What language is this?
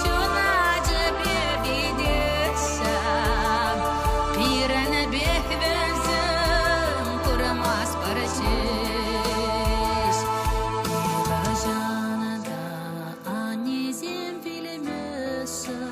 Chuvash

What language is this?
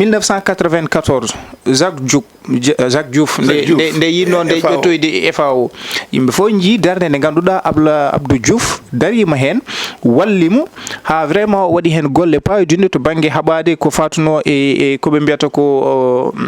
Fula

